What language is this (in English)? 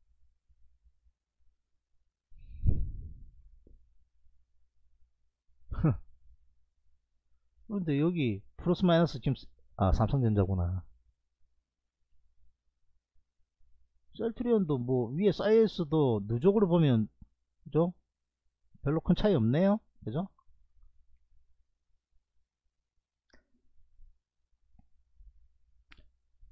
Korean